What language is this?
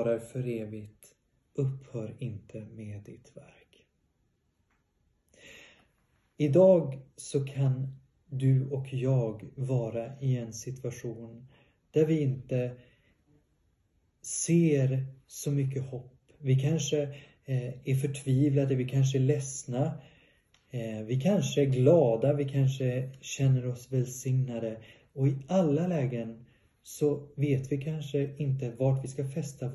Swedish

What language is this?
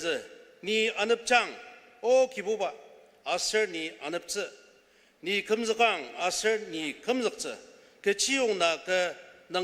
Ao Naga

